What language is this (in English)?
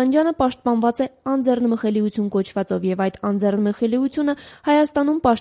Armenian